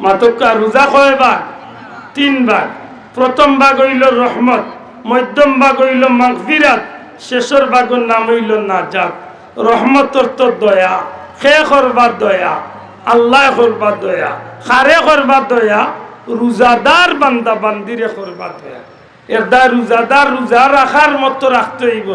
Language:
Sylheti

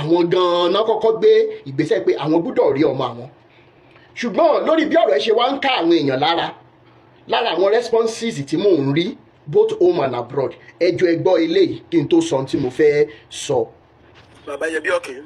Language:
Yoruba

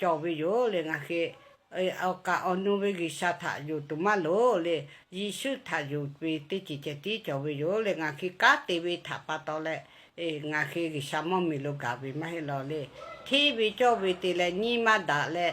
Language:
Lahu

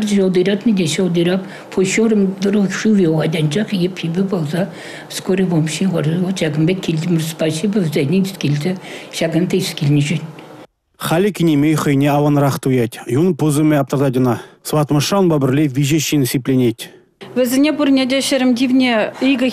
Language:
Chuvash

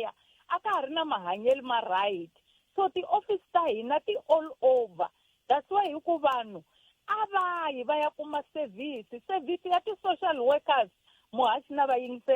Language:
Tsonga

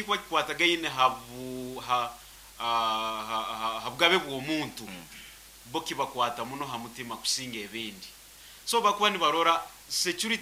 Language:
Nyoro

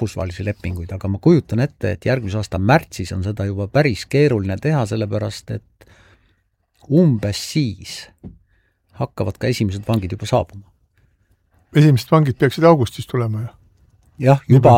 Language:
Estonian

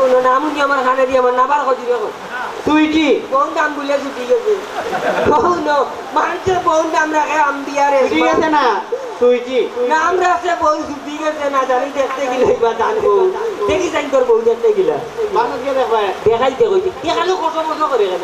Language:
Sylheti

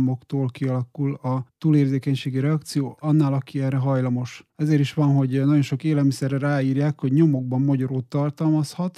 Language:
Hungarian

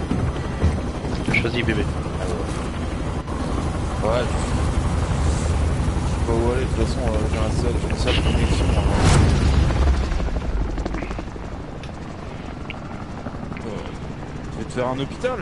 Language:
French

